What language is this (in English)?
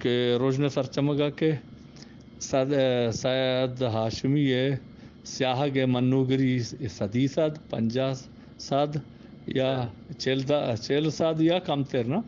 Eastern Balochi